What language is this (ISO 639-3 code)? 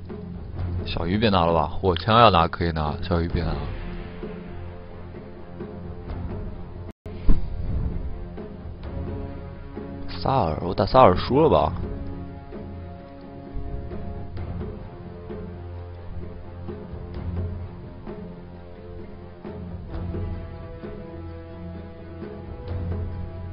zho